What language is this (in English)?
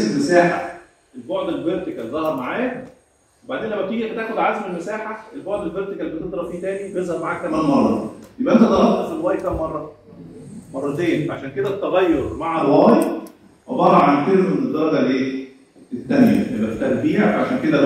Egyptian Arabic